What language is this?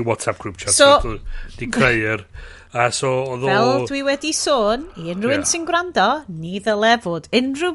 Welsh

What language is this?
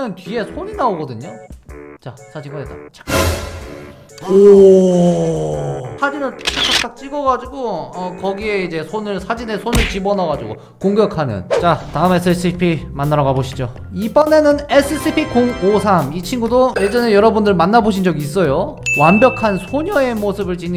Korean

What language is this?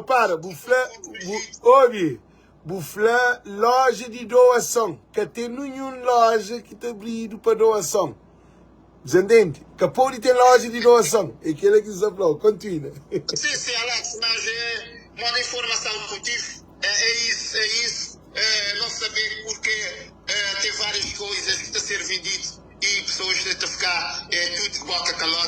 Kabuverdianu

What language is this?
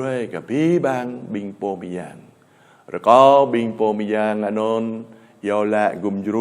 Jarai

